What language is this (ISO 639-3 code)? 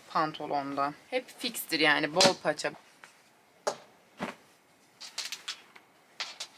tur